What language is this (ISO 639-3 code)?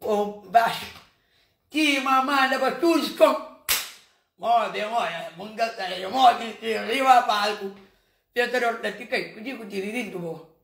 kea